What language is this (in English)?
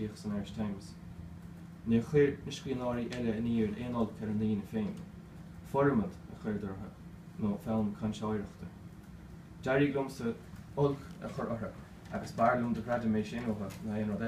Irish